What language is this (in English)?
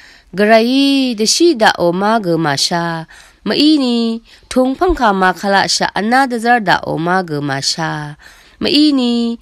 Rawang